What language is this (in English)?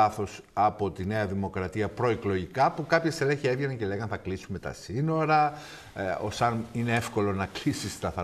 Greek